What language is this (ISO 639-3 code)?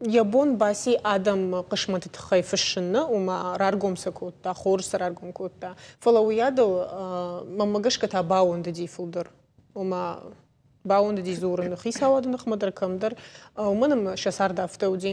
oss